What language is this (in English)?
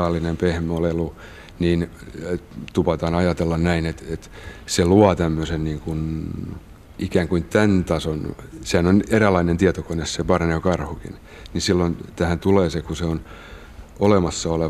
Finnish